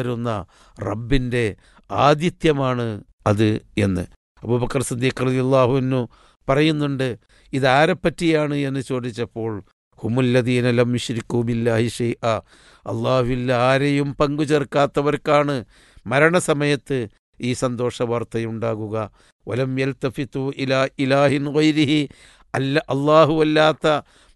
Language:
Malayalam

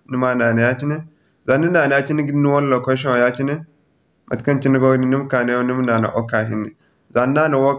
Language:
Zarma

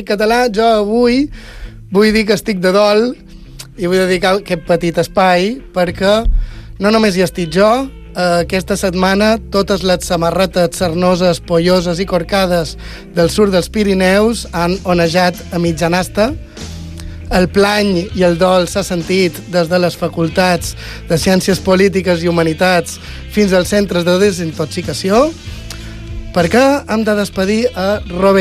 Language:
Catalan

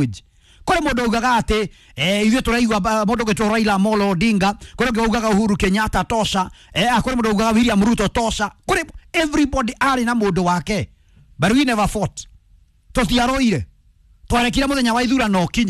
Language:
Kikuyu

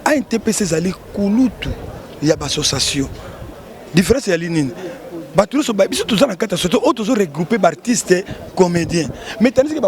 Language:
Lingala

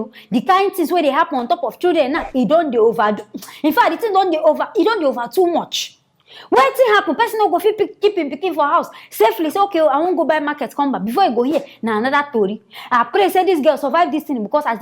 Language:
Nigerian Pidgin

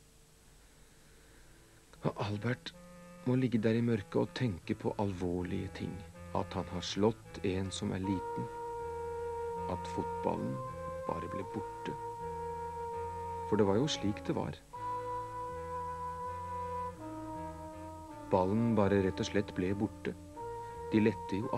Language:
Norwegian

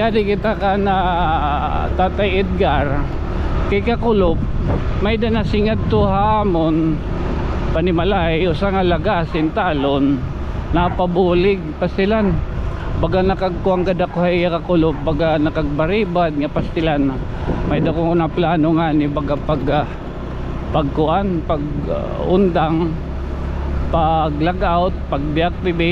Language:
Waray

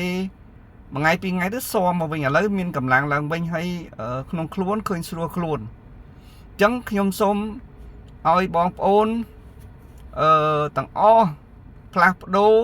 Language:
Khmer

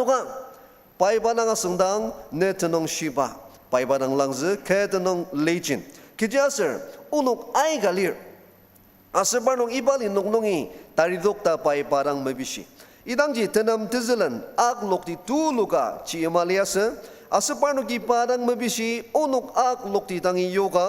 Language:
Ao Naga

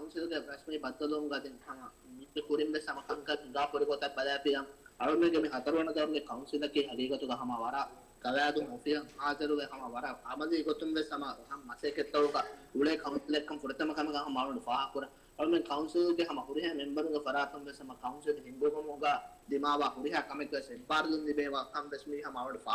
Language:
Divehi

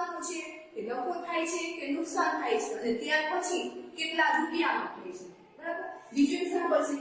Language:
Gujarati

